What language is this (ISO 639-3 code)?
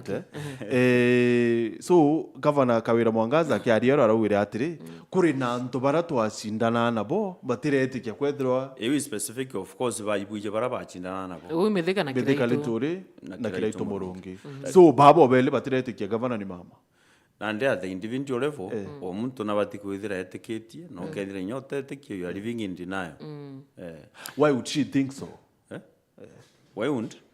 mer